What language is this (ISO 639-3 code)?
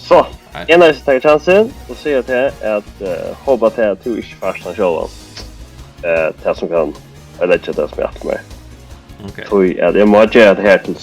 fao